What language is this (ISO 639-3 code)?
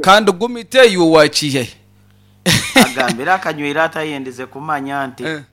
nyn